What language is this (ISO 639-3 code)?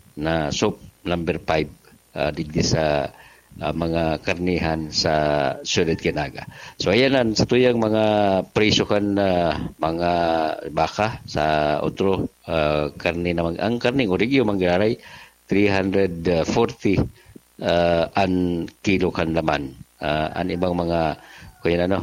bik